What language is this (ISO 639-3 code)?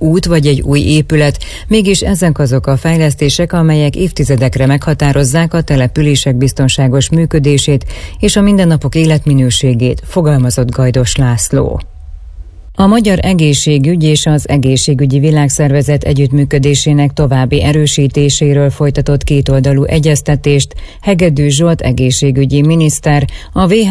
hun